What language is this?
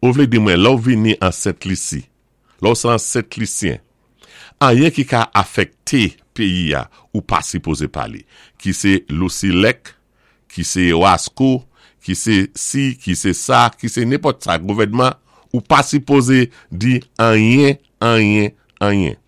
Saint Lucian Creole French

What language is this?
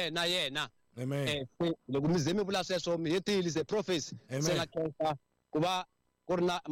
Tsonga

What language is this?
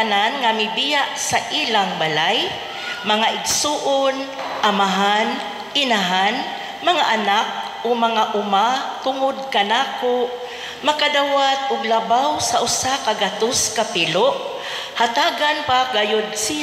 Cebuano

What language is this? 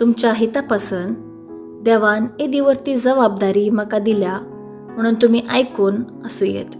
Konkani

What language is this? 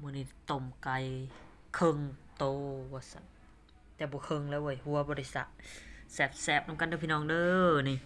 Northeastern Thai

